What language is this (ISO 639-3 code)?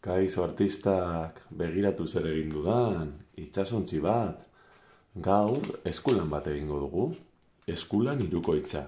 eus